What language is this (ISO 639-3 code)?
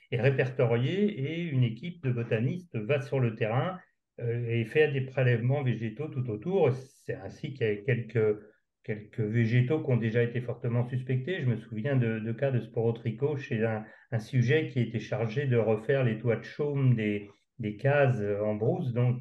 fra